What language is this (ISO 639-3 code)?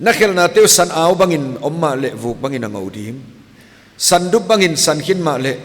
pck